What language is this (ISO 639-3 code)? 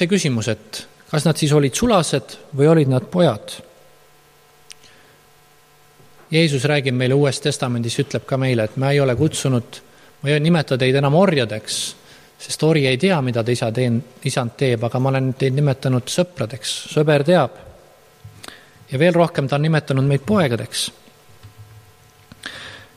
est